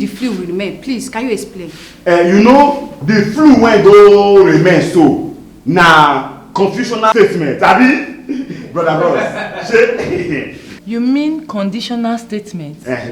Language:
Nigerian Pidgin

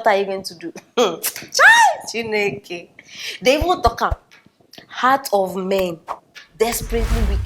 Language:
Nigerian Pidgin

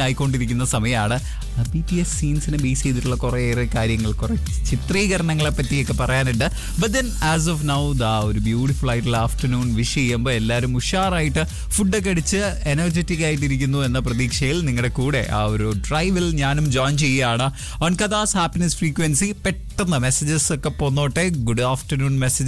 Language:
Malayalam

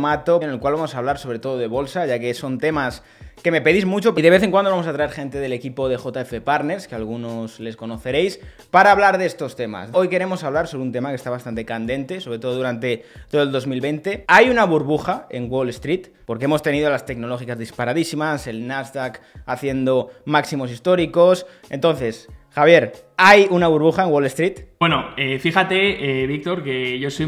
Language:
Spanish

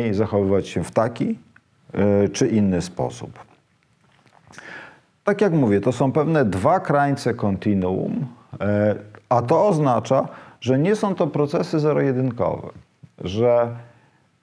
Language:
Polish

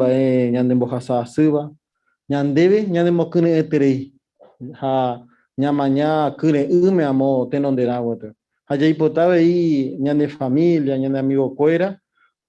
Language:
Guarani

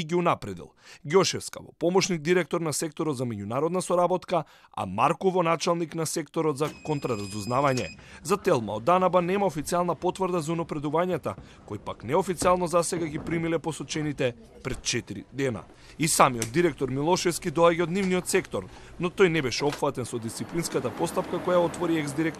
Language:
Macedonian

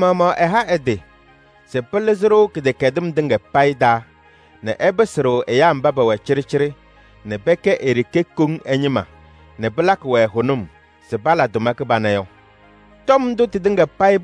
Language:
Kabiyè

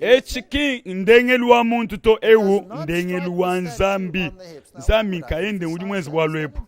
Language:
Luba-Lulua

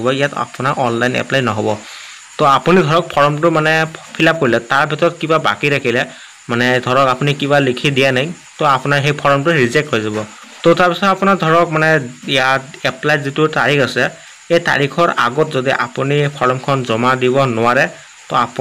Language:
Assamese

